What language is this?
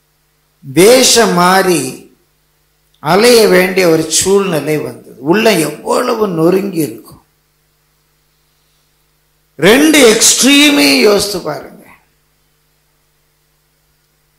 Tamil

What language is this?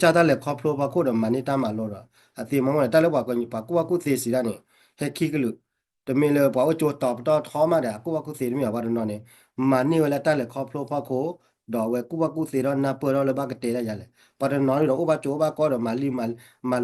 S'gaw Karen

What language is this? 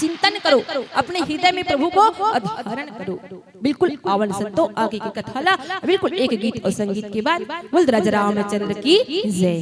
Chhattisgarhi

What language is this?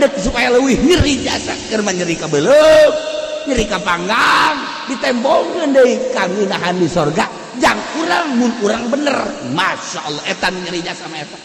Sundanese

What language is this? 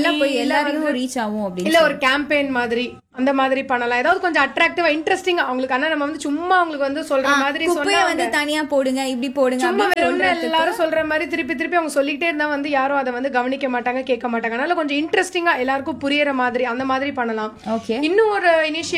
Tamil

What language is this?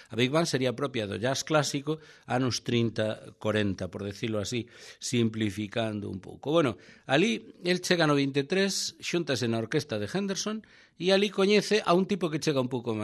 Galician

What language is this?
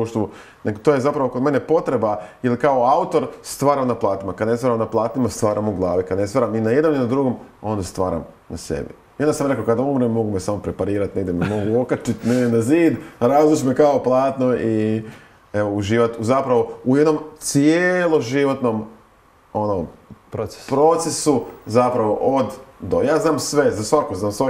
Croatian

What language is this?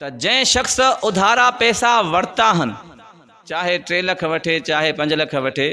Sindhi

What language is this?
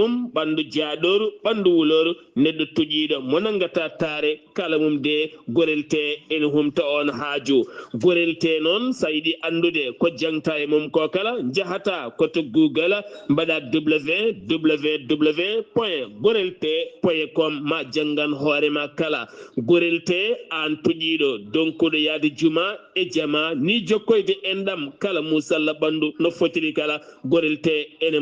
Fula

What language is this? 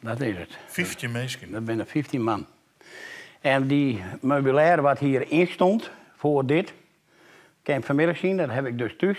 Western Frisian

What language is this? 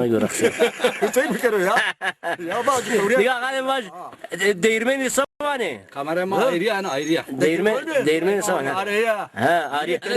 Zaza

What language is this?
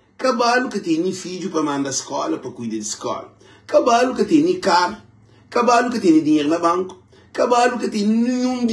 Kabuverdianu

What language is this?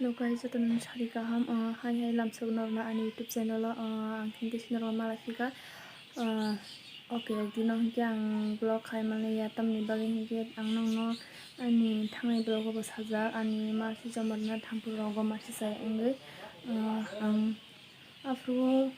Kok Borok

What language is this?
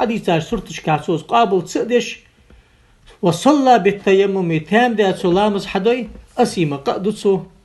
Ingush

